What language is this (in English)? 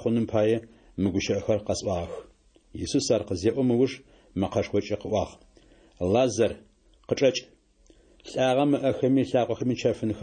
Adyghe